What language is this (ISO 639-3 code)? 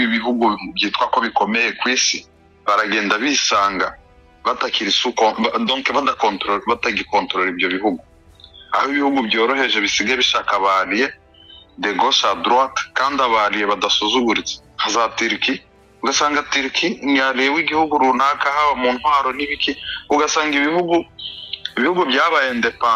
kin